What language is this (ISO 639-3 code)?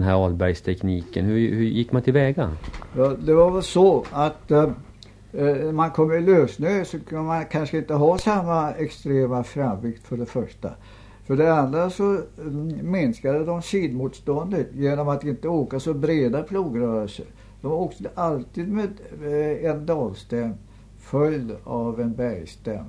swe